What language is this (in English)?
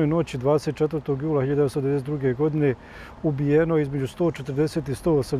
Bosnian